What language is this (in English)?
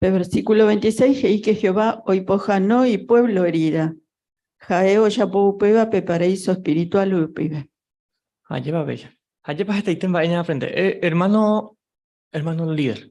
Guarani